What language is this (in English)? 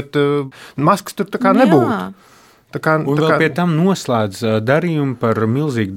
Latvian